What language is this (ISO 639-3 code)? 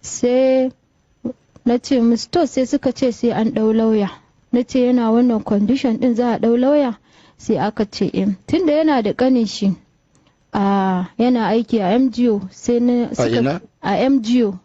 hau